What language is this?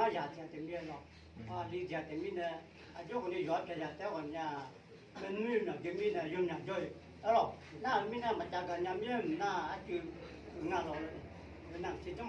Akha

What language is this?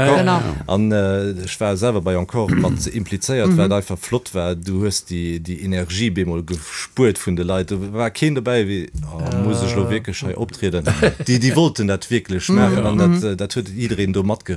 Luxembourgish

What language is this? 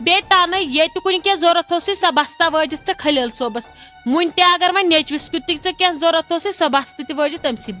Kashmiri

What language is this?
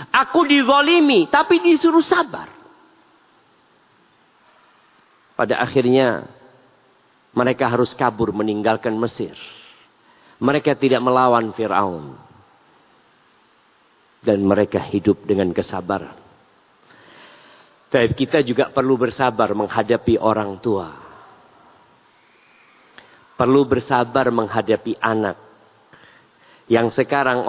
Indonesian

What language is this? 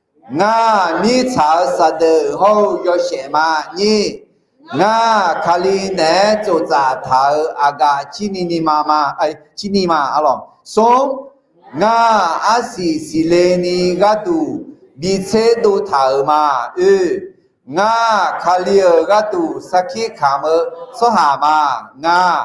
Akha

